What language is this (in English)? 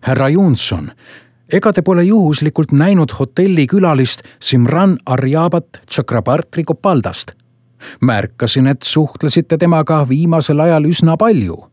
Estonian